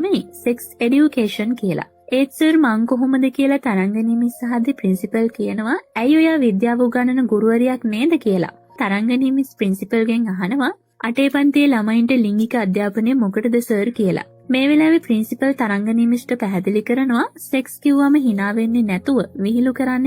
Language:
Sinhala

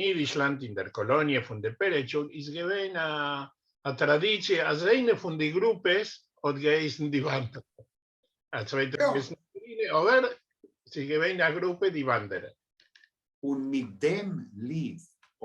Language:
Yiddish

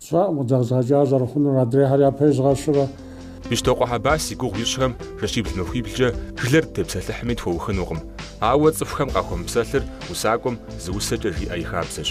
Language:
Kabardian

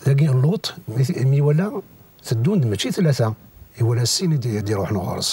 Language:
Kabyle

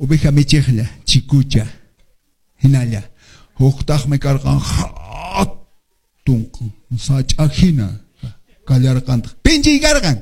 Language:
Quechua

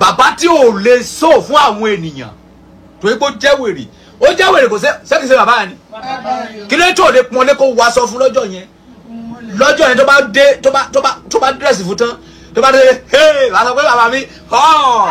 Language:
Yoruba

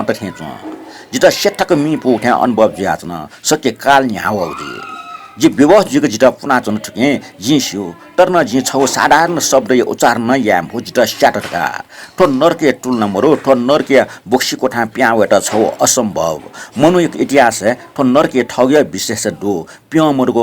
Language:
Newari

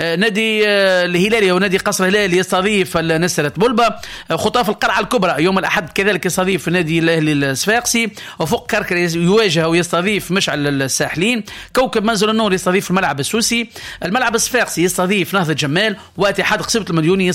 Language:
Tunisian Arabic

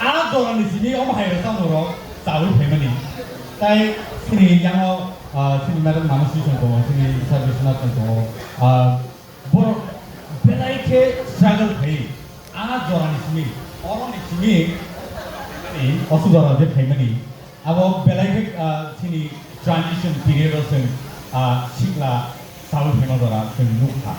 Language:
Kok Borok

